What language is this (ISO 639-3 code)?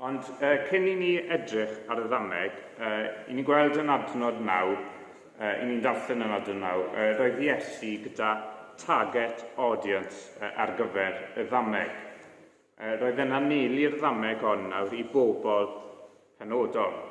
cym